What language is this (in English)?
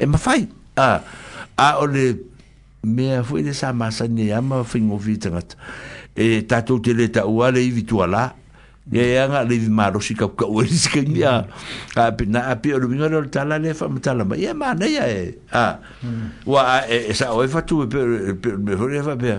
Samoan